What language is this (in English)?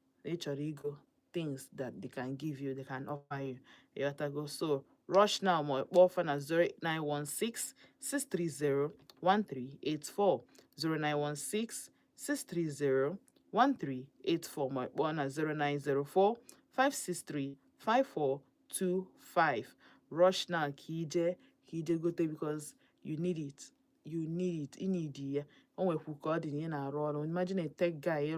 Igbo